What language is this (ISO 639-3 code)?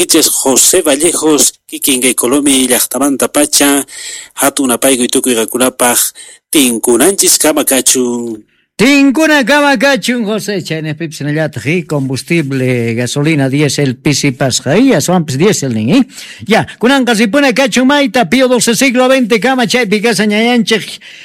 quh